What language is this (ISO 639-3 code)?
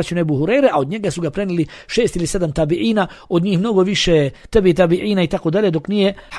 bos